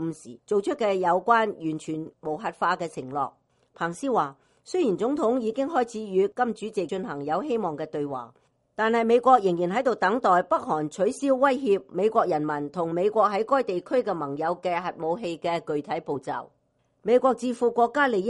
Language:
Cantonese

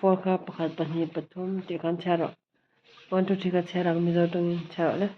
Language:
Mizo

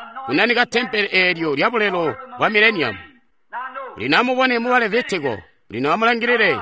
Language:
Tonga (Zambia)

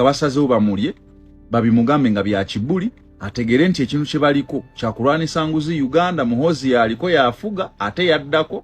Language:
Ganda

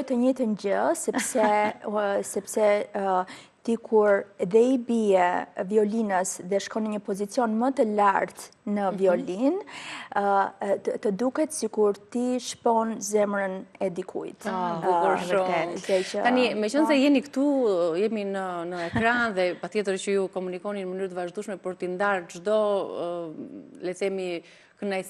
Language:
Albanian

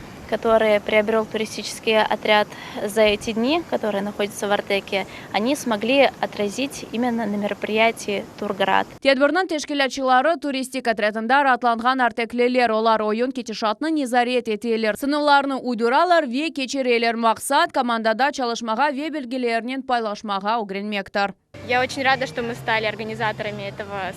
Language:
Crimean Tatar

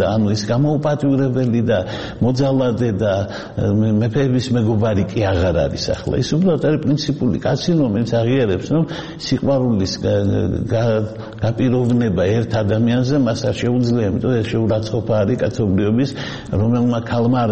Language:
Georgian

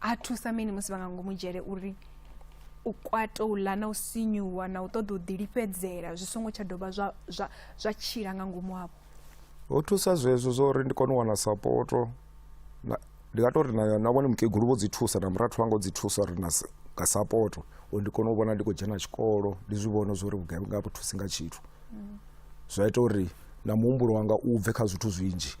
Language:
Venda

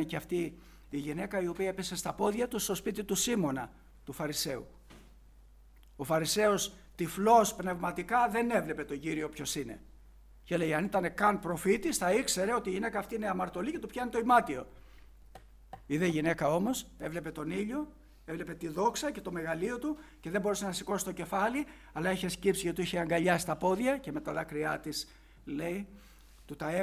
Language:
Greek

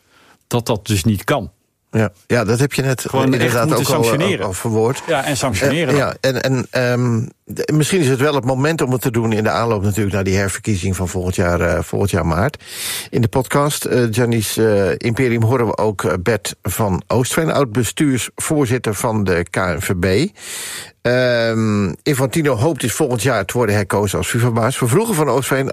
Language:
Dutch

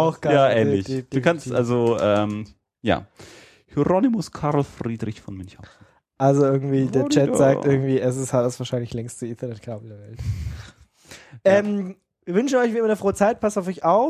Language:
German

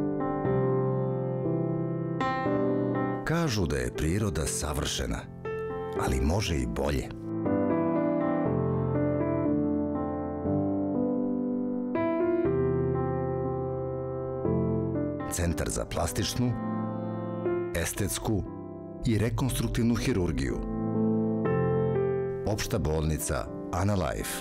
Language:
Serbian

